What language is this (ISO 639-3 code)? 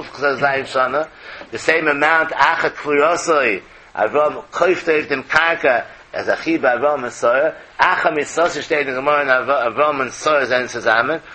yid